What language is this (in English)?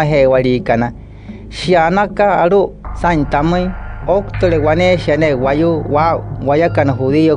Wayuu